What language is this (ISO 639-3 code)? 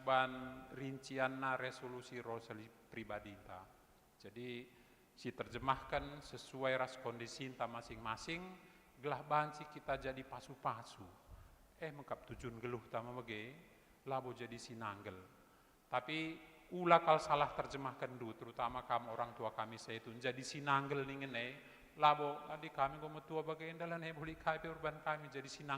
btx